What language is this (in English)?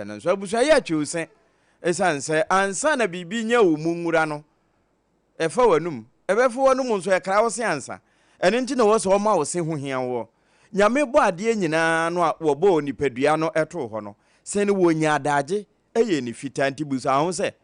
Akan